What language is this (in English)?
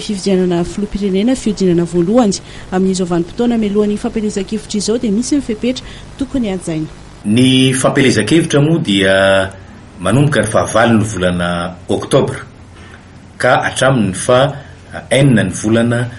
Malagasy